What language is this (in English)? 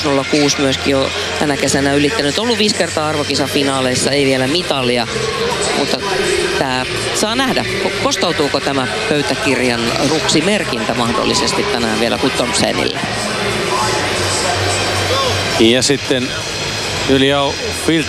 Finnish